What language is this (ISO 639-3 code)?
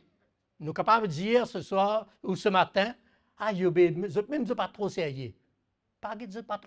mfe